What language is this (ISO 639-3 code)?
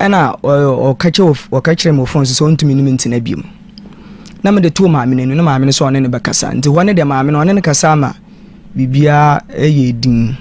aka